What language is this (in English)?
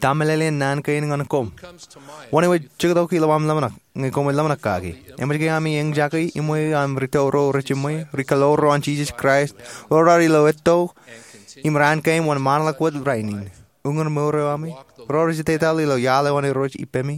Marshallese